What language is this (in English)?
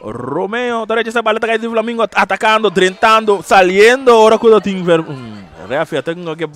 Papiamento